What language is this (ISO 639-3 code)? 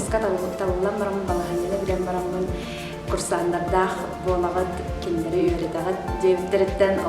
sah